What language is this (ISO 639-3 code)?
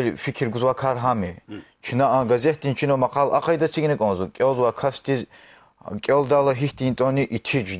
lez